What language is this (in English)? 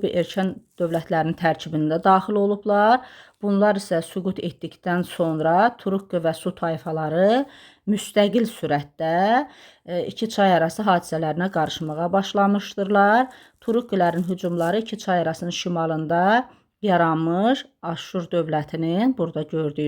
Azerbaijani